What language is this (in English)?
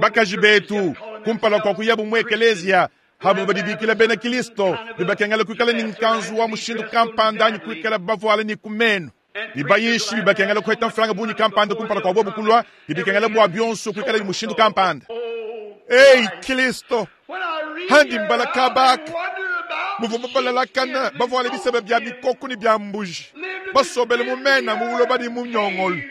Luba-Lulua